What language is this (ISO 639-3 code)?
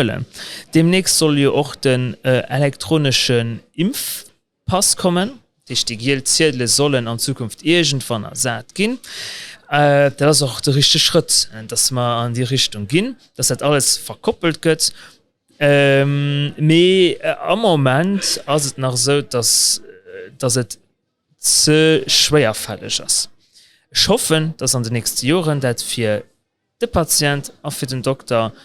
ltz